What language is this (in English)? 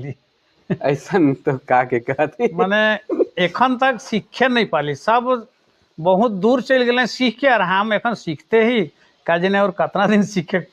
Sadri